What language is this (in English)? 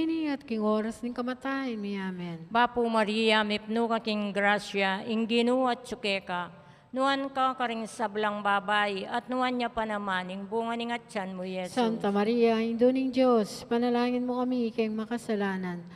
Pampanga